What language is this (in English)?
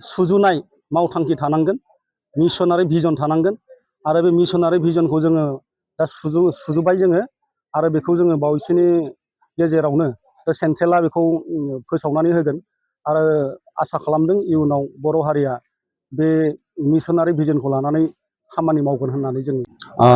Bodo